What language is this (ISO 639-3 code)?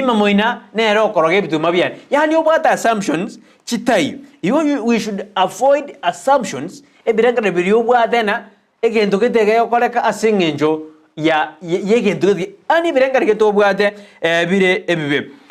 guz